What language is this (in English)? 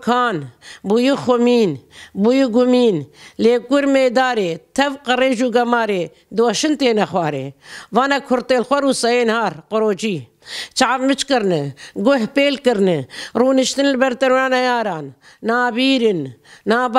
Kurdish